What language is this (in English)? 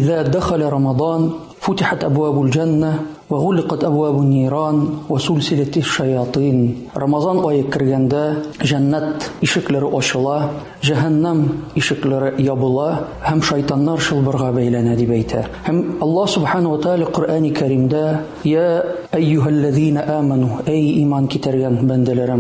Tatar